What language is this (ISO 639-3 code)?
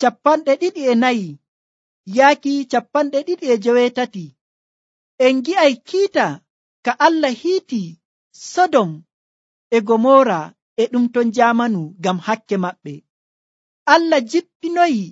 fuv